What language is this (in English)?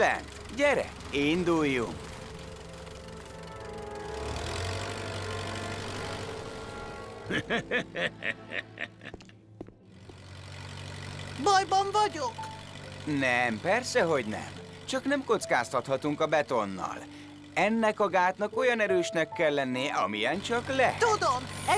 Hungarian